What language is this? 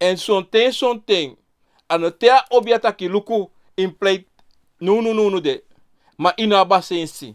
Sranan Tongo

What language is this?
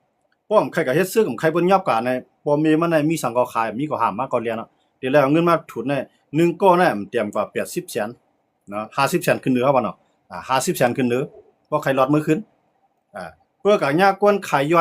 Shan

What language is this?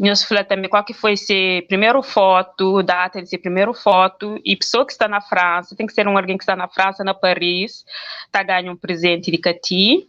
Kabuverdianu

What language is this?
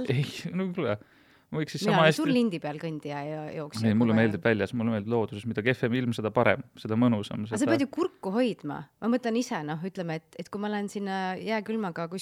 Estonian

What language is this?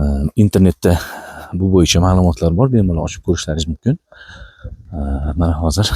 Uzbek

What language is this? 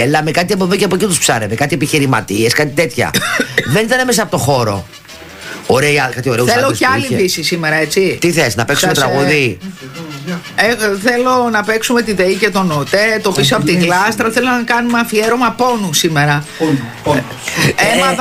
Greek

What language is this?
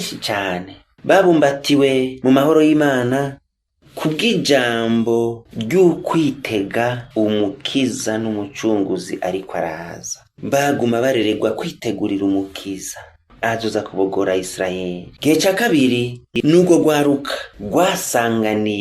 Rundi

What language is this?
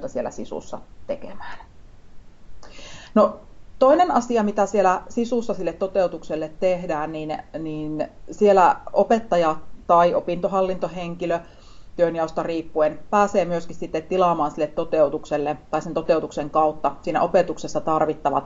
Finnish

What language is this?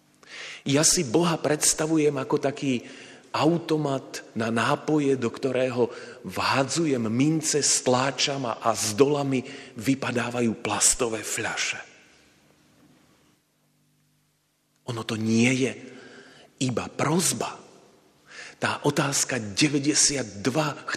Slovak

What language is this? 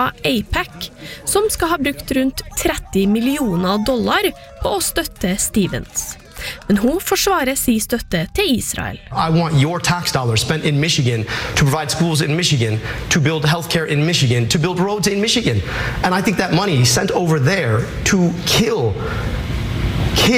Norwegian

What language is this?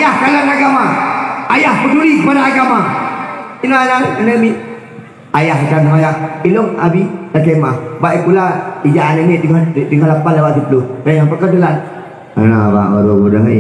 Achinese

